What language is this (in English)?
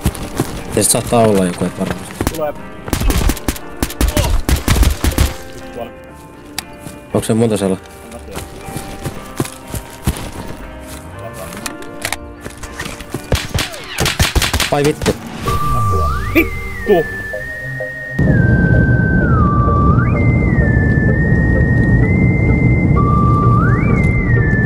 Finnish